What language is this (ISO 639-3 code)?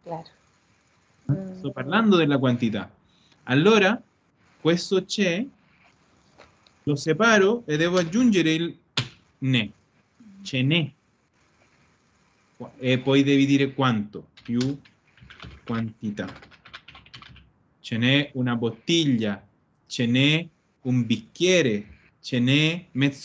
ita